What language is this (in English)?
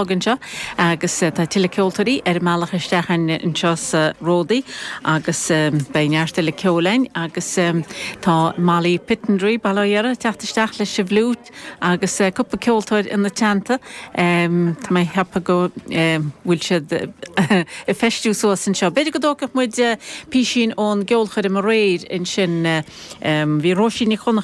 Irish